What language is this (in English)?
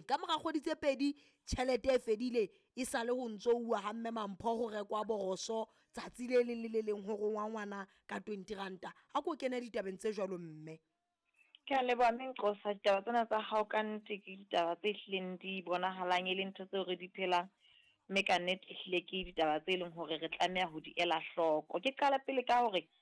Southern Sotho